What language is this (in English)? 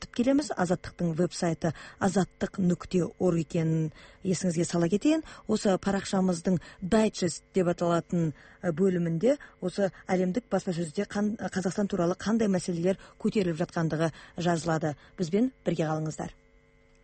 Kazakh